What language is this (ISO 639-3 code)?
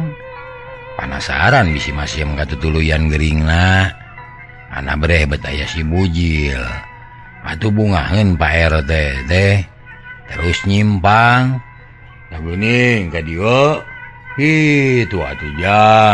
sun